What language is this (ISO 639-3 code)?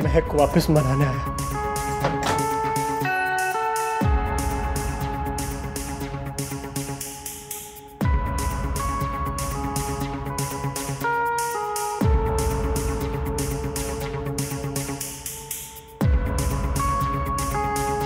hin